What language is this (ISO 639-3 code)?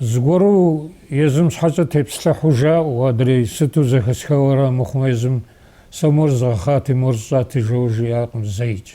kbd